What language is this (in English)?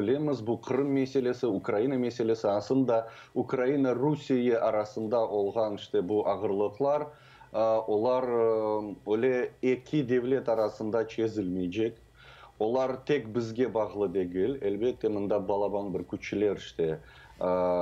Crimean Tatar